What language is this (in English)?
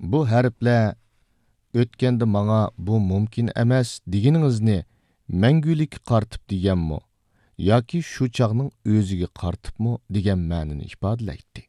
Uyghur